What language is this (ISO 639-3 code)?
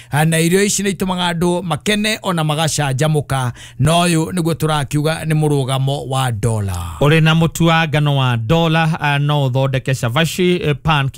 kik